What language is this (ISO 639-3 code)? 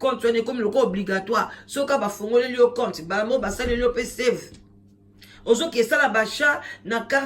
lin